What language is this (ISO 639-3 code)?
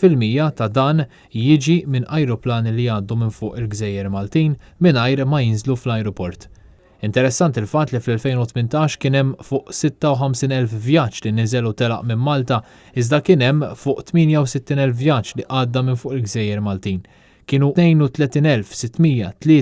mlt